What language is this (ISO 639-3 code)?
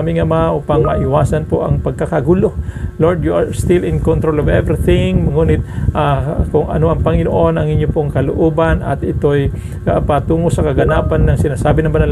fil